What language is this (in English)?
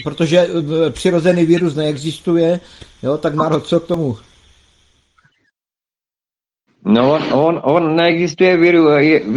Czech